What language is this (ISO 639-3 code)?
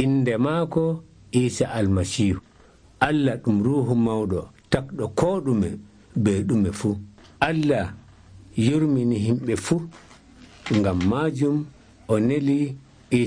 fuv